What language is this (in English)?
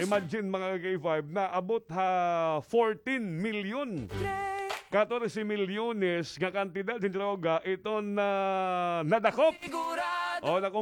Waray